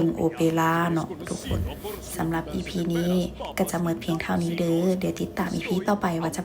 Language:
Lao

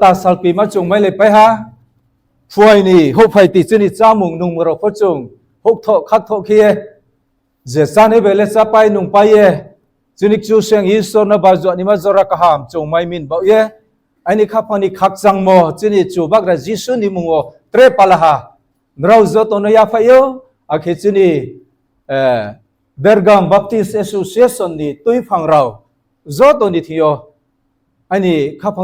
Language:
Riang (India)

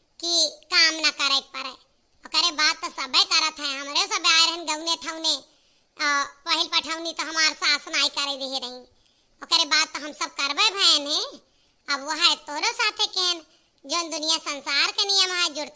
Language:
Awadhi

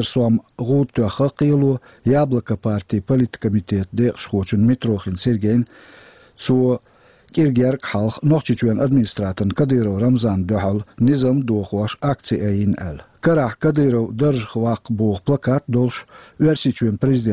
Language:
Chechen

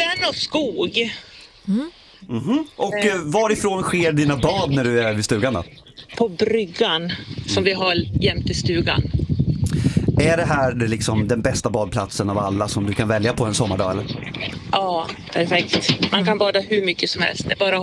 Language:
Swedish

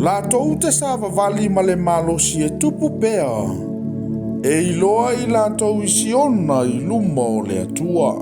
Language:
Samoan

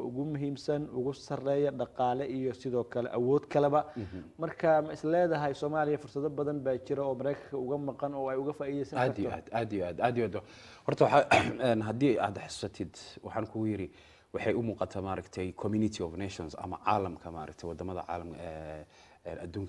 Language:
Somali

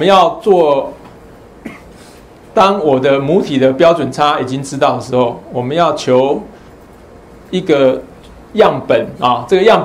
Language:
Chinese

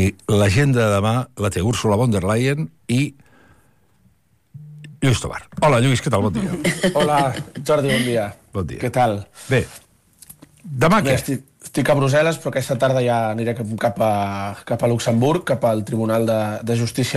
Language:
Catalan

